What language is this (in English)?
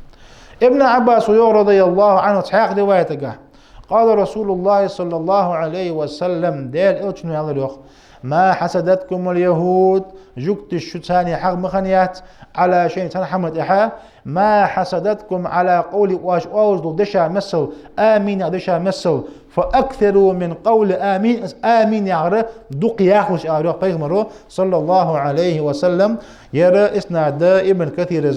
Ingush